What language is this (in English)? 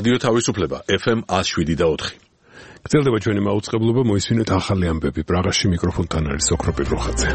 Georgian